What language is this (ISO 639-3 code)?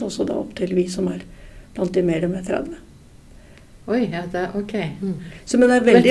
nor